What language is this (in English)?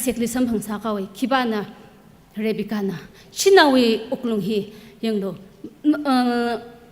Tangkhul Naga (India)